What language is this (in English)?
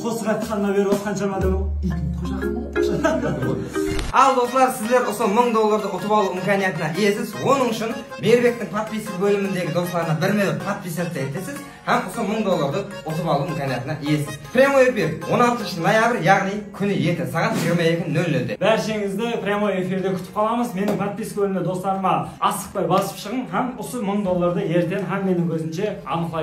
Kara-Kalpak